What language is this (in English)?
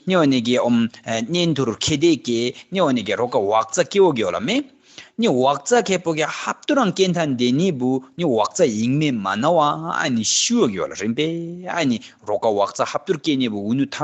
Tibetan